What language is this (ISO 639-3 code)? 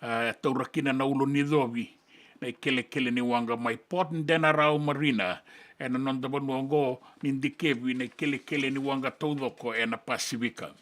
fij